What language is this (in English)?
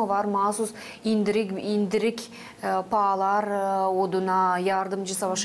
Gagauz